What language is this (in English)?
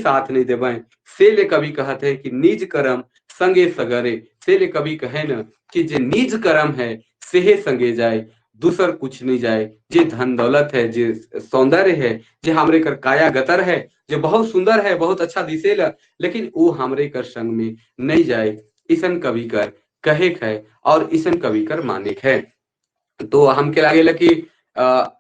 Sadri